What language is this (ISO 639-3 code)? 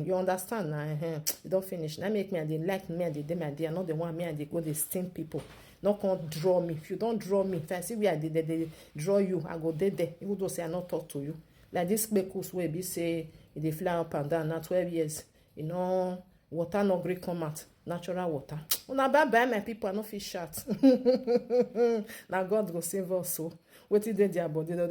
pcm